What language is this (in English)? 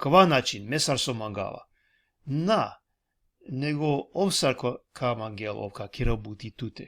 Balkan Romani